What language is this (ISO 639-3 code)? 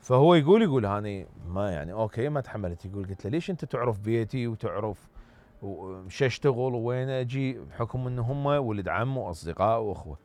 acm